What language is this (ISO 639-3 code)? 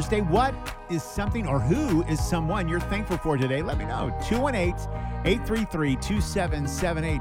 eng